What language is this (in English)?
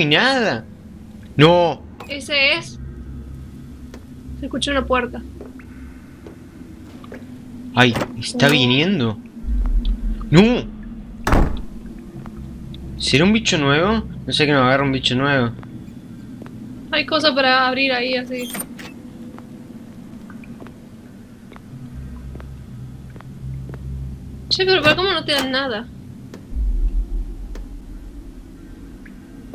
Spanish